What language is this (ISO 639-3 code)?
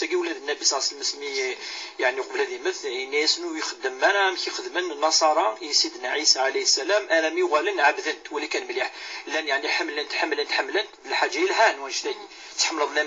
kab